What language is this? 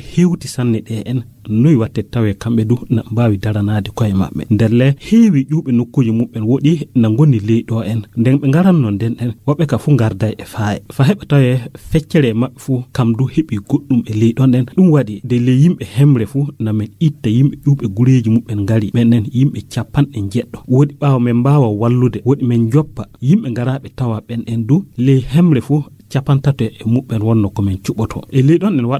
Nigerian Fulfulde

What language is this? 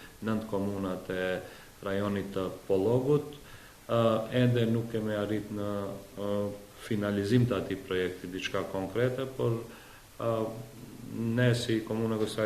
Albanian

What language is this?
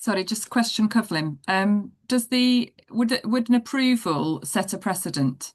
Welsh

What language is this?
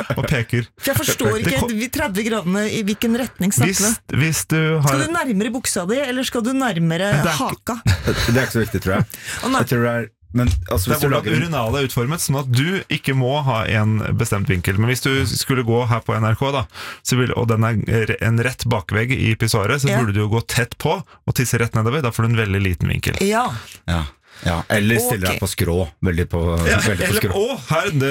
Norwegian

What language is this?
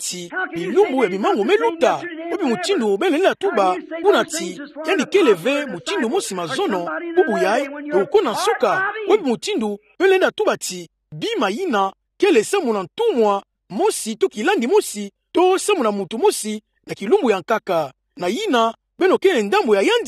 Kituba (Democratic Republic of Congo)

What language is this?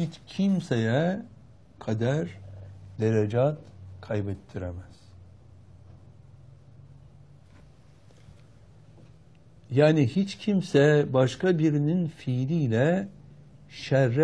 Turkish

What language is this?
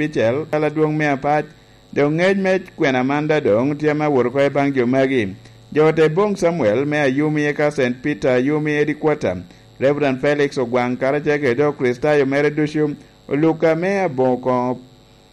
Lango (Uganda)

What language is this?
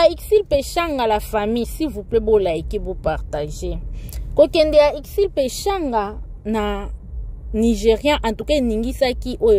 Lingala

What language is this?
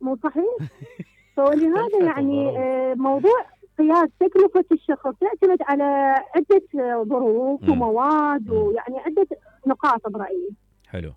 Mesopotamian Arabic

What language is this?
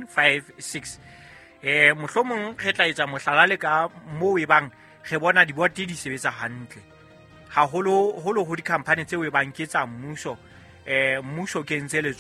Southern Sotho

